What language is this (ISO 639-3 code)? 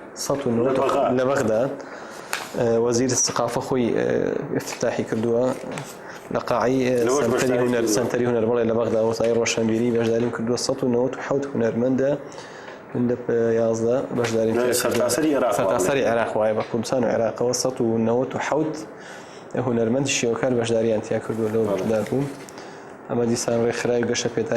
ckb